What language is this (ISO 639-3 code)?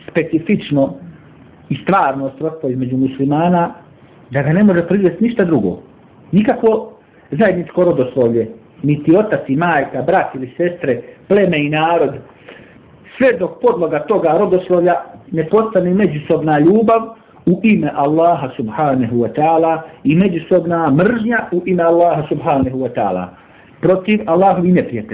bos